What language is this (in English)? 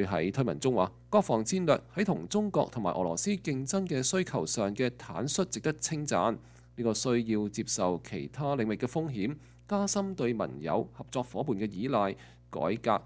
Cantonese